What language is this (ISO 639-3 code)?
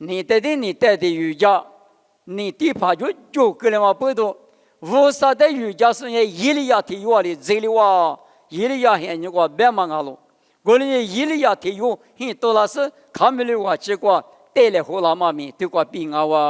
lis